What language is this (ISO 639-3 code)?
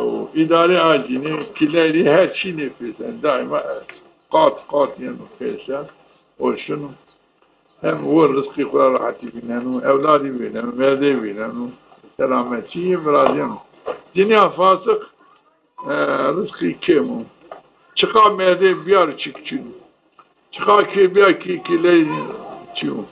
zza